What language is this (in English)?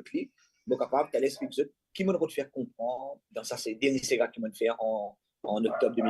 Morisyen